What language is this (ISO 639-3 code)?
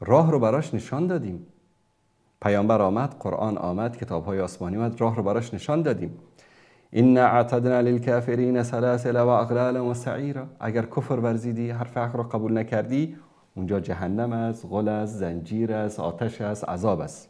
fas